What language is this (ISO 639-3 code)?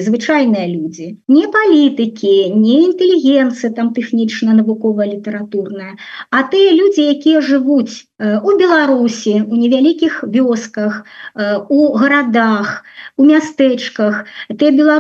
bel